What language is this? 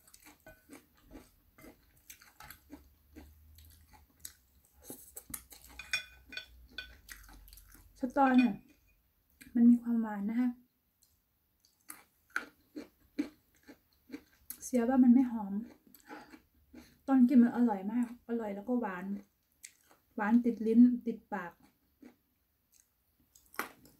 Thai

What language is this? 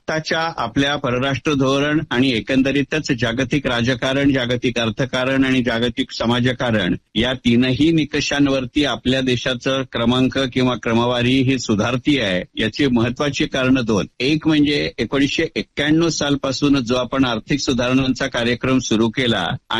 Marathi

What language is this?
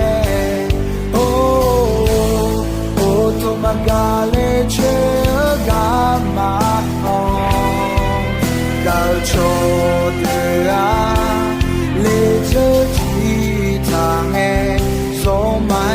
Akha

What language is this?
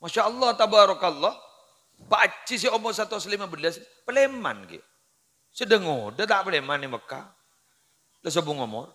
Madurese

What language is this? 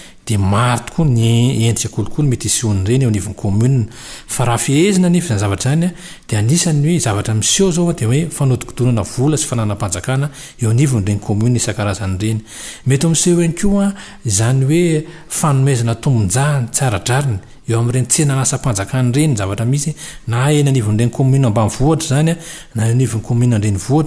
Malagasy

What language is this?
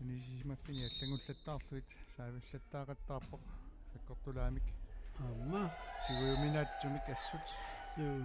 Kalaallisut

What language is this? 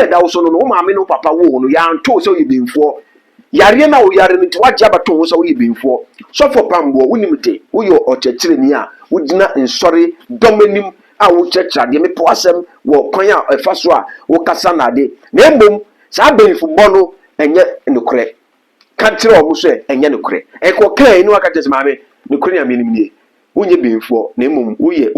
Akan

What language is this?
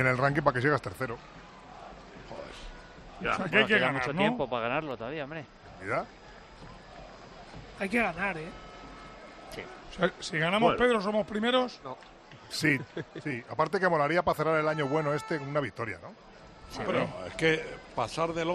Spanish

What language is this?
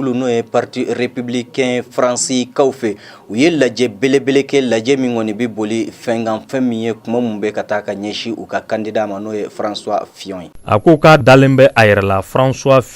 Bambara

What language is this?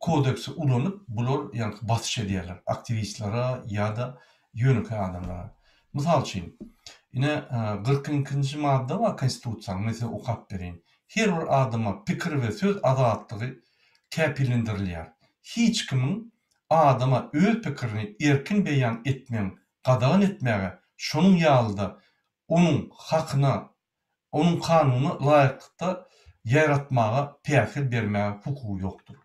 Turkmen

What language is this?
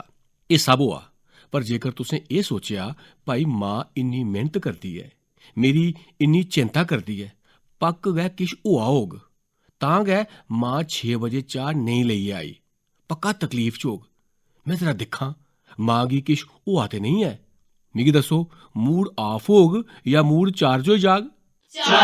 Dogri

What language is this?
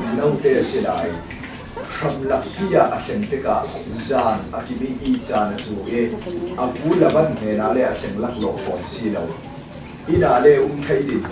Hakha Chin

